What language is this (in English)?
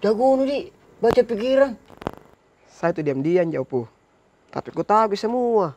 Makassar Malay